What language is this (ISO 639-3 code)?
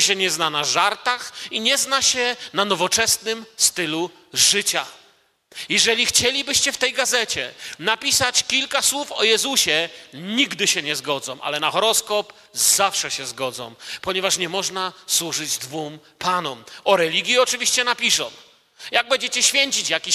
pol